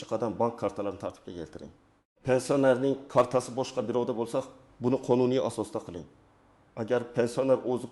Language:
Uzbek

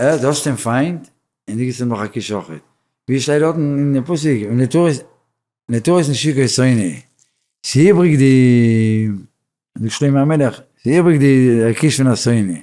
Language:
Yiddish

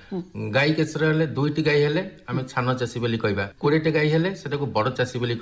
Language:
Odia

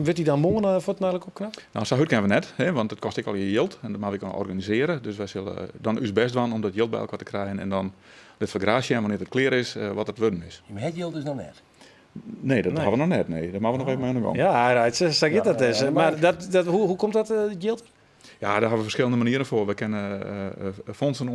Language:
Western Frisian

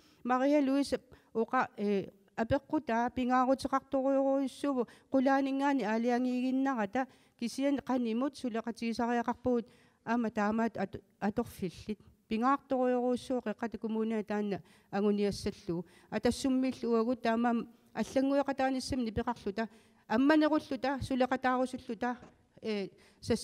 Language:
Kalaallisut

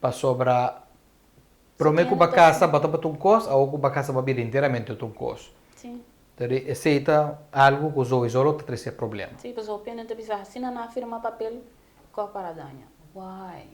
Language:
Papiamento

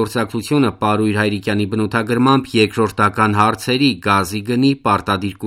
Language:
Armenian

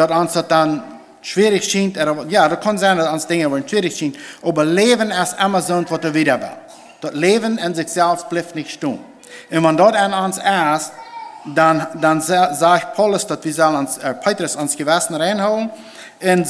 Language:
Plautdietsch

